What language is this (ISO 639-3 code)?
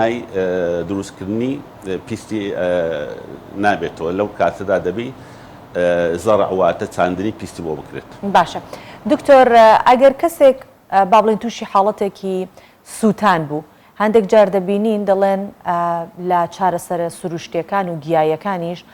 ckb